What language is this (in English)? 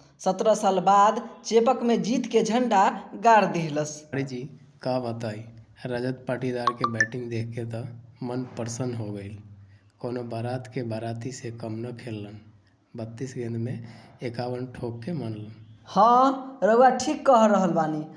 Bhojpuri